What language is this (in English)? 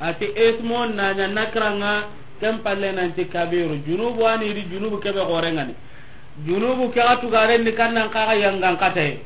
Soninke